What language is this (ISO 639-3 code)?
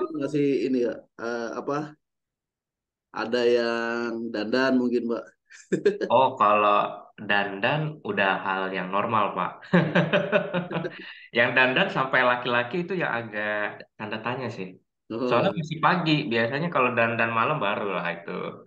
ind